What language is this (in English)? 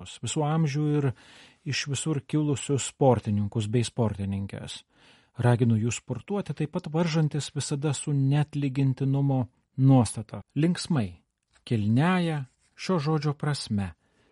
Lithuanian